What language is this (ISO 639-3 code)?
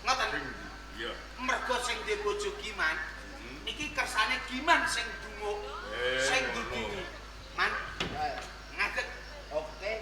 jav